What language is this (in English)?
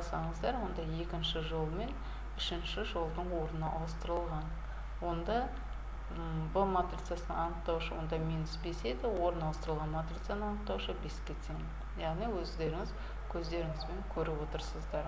Kazakh